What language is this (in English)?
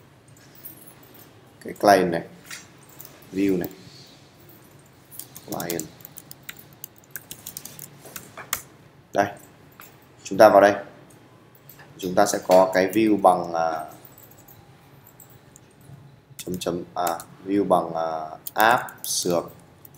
Vietnamese